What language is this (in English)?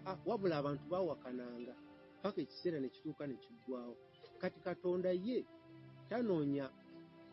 Ganda